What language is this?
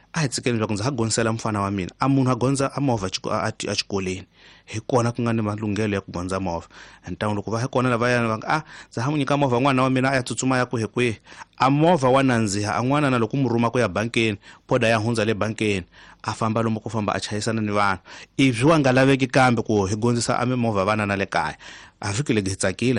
Tsonga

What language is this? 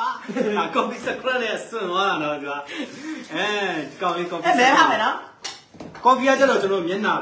Burmese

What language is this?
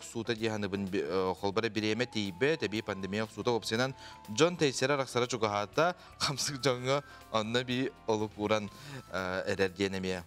Yakut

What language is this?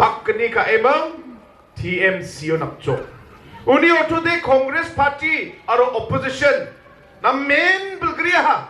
Garo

